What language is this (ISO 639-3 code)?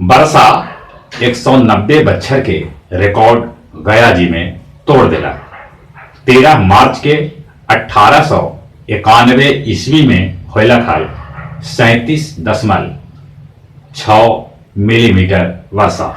mag